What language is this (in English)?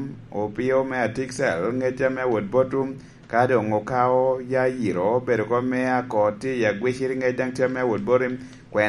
Lango (Uganda)